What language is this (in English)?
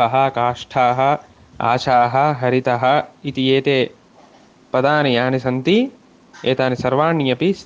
Sanskrit